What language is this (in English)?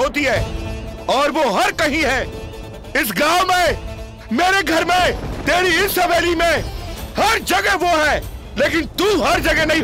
Hindi